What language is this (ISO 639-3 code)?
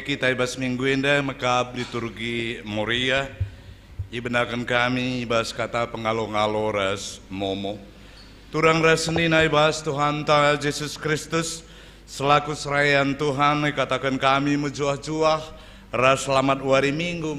btx